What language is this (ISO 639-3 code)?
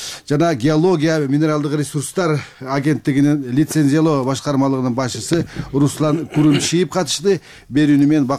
kir